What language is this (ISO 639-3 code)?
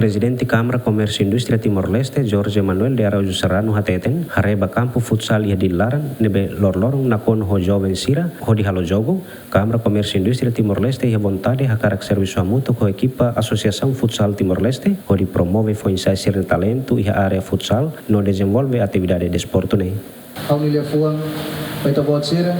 tet